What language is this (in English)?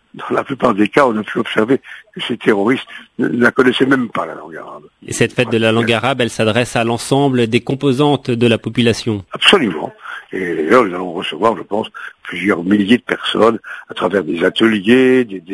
French